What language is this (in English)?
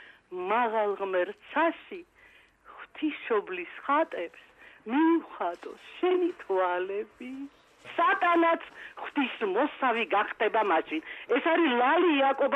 Georgian